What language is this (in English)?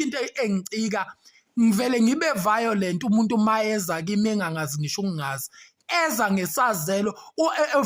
Zulu